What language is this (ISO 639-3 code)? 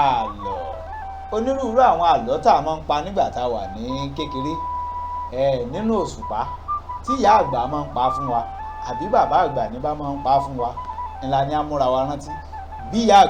yor